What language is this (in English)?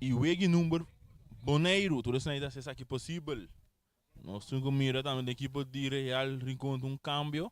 Papiamento